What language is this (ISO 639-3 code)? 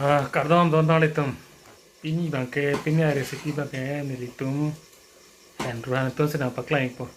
mjw